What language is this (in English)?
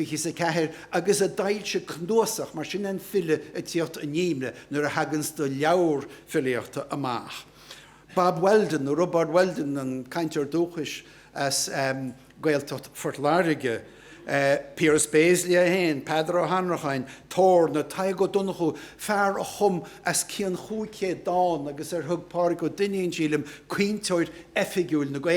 Irish